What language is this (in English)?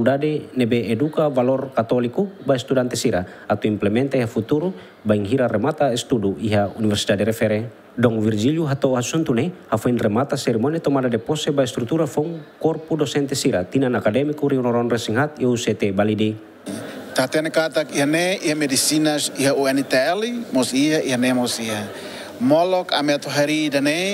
Tetum